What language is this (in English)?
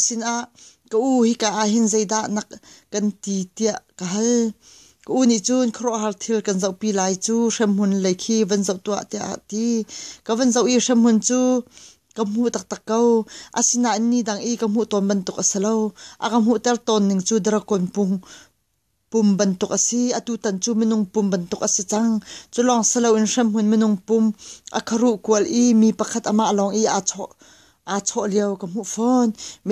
Hakha Chin